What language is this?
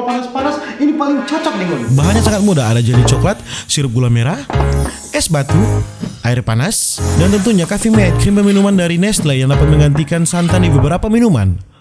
Manado Malay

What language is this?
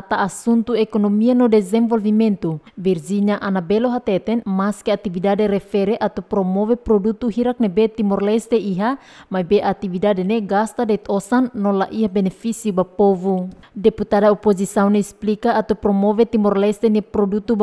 Tetum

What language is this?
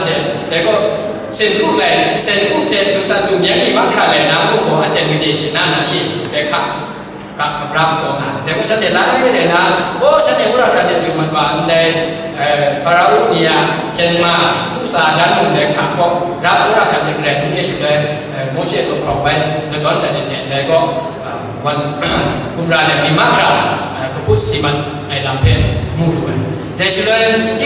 Kachin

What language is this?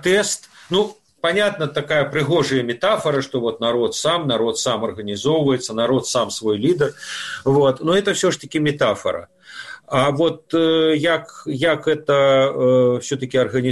Belarusian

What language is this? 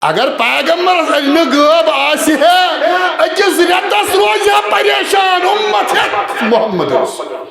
Kashmiri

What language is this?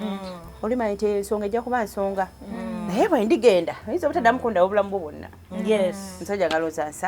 Ganda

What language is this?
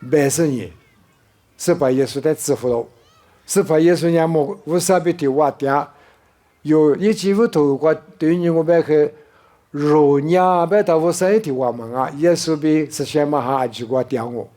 Lisu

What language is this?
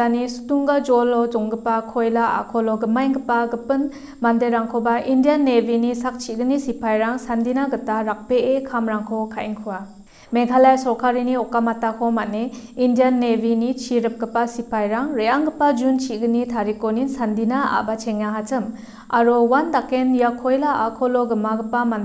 Garo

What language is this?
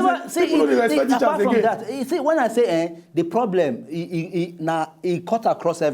Nigerian Pidgin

